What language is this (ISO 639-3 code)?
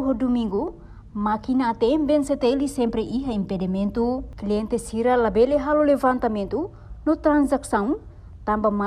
tet